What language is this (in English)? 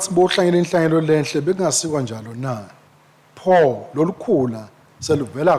Swati